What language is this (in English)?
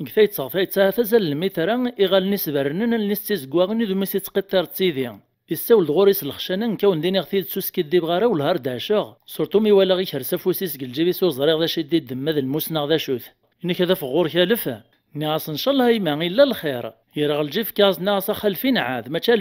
Kabyle